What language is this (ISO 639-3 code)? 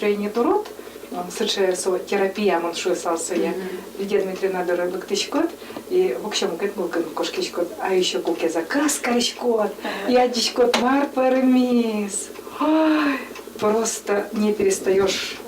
udm